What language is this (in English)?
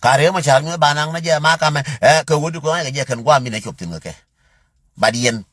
Nuer